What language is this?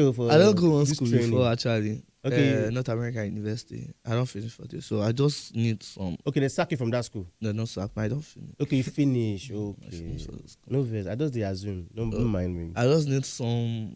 Nigerian Pidgin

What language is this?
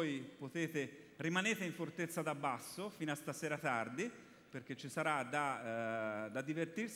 Italian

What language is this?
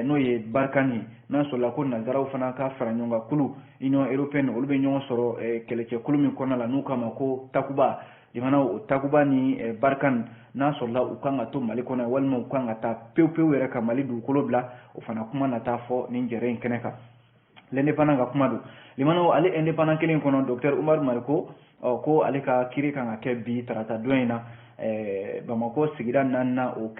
Bambara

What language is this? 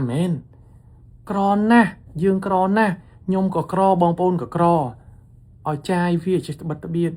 Khmer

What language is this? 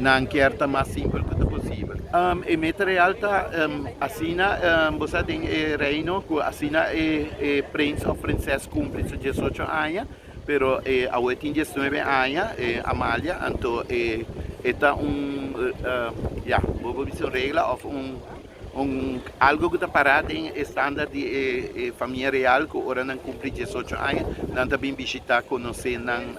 Papiamento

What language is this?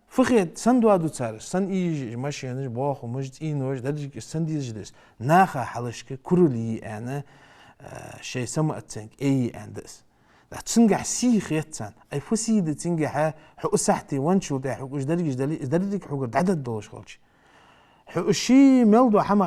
Ingush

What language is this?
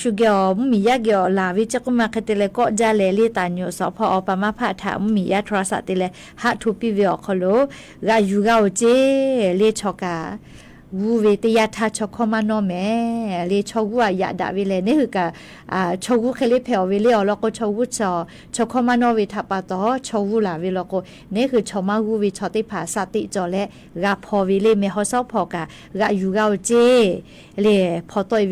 Lahu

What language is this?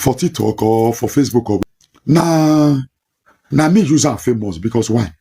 Nigerian Pidgin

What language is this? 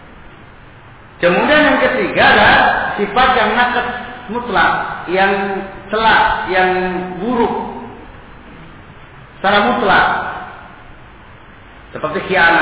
Indonesian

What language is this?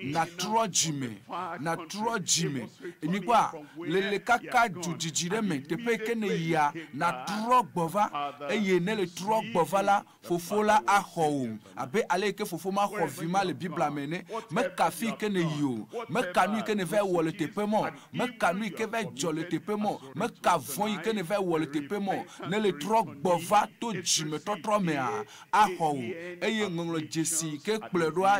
Ewe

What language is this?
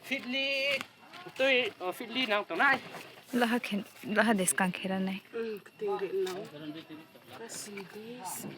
Riang (India)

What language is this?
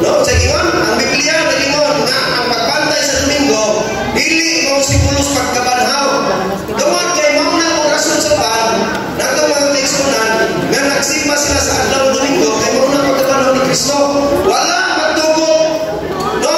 Cebuano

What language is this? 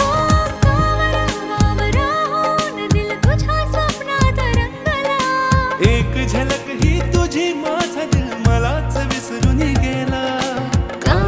Marathi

